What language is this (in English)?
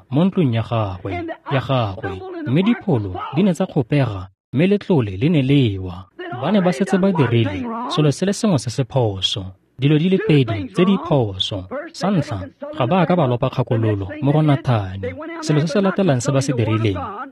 Tswana